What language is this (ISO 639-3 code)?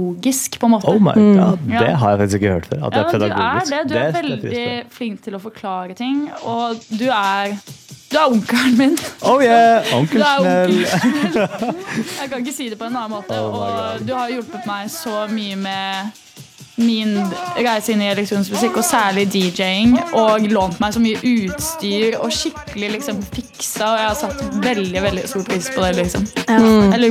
nor